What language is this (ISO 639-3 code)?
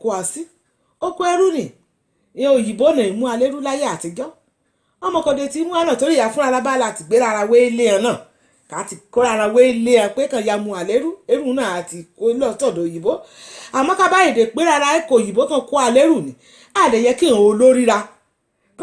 yor